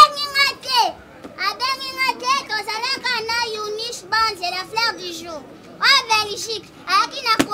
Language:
Lingala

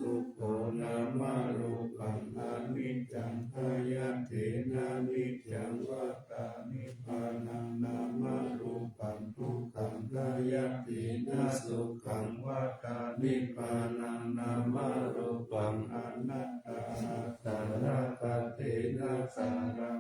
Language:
Pali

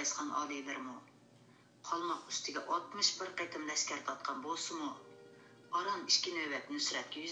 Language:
Uyghur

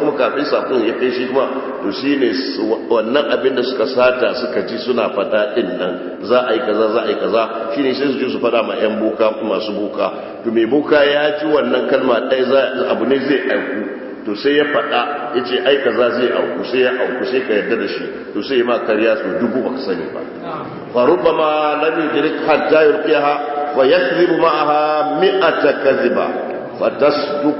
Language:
Hausa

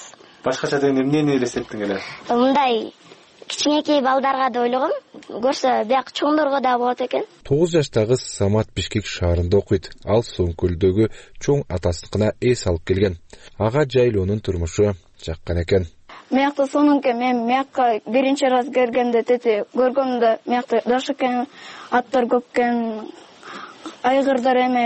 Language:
Kyrgyz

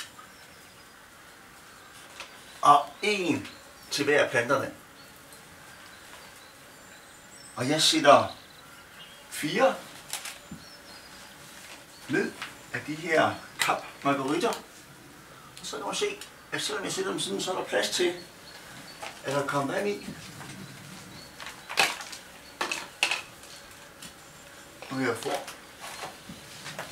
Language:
Danish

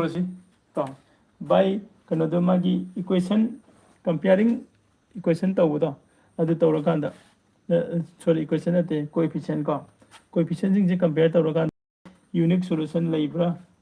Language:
Manipuri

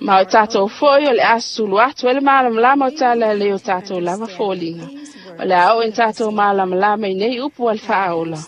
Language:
Samoan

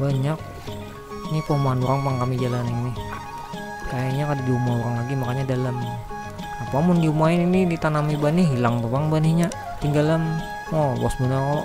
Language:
Banjar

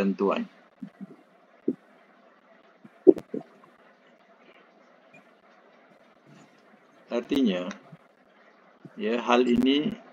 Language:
Malay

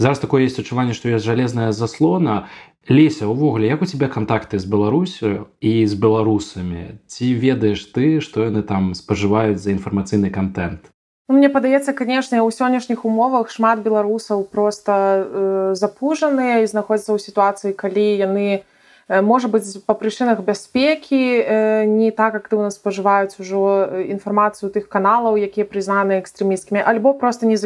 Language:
Belarusian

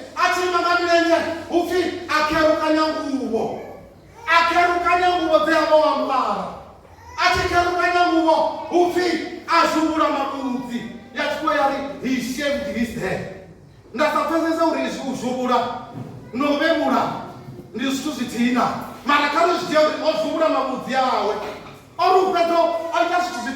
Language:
Venda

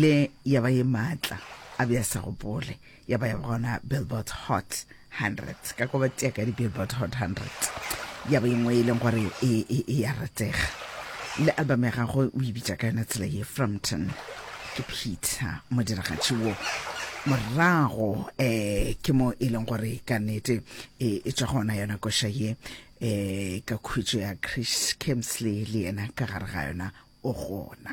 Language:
Northern Sotho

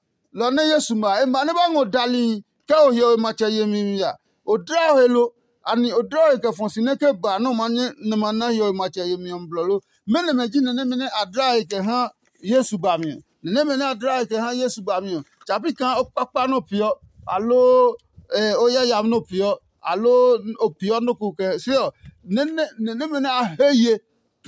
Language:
Adangme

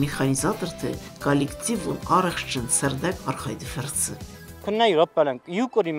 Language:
Ossetic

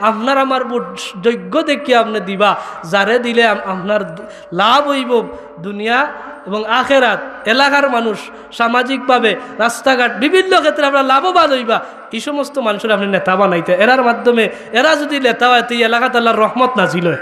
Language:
Sylheti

